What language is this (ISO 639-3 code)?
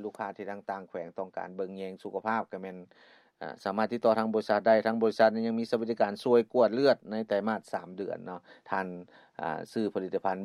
lao